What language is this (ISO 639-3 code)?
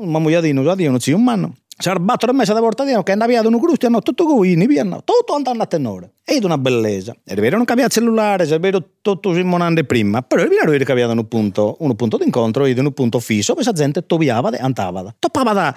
srd